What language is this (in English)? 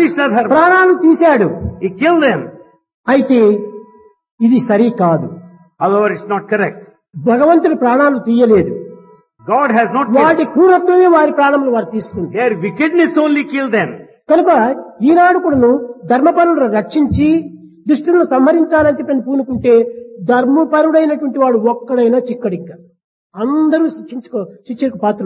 Telugu